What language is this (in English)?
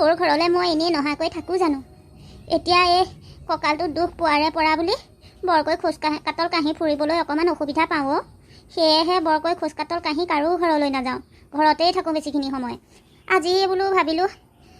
Assamese